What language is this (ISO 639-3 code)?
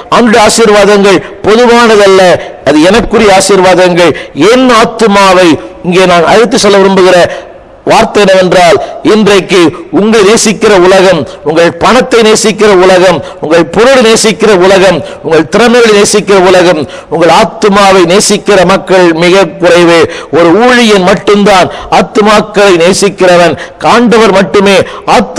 tam